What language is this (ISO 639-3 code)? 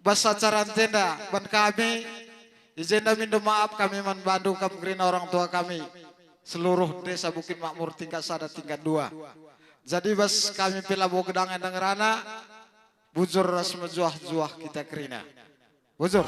btx